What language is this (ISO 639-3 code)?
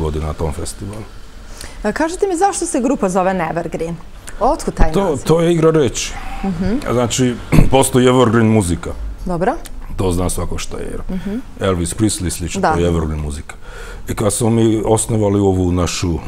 srp